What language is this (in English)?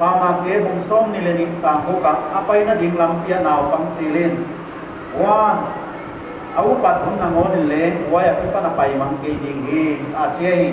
Paite Chin